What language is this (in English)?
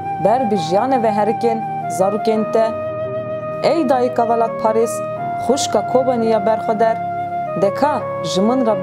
Kurdish